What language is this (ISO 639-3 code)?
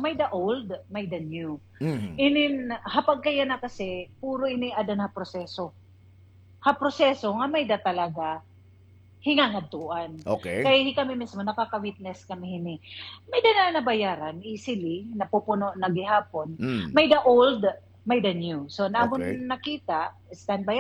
war